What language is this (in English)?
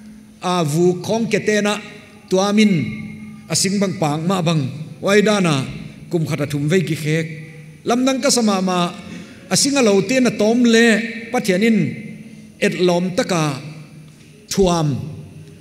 Paite Chin